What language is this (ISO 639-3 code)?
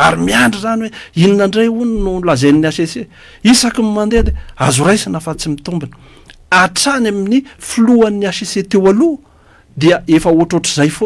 mlg